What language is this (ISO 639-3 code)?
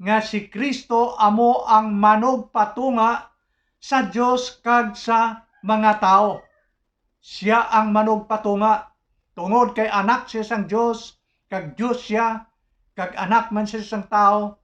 hil